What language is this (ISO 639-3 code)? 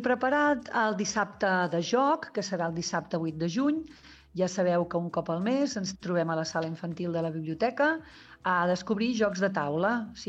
cat